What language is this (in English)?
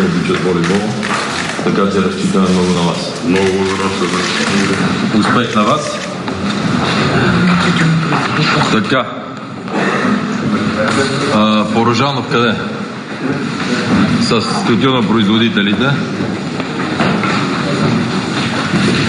Bulgarian